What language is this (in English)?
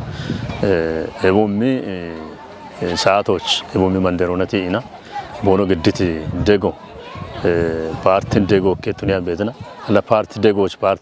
Kafa